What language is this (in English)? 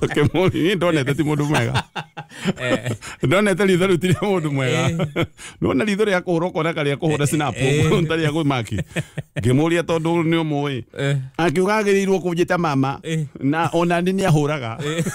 Kikuyu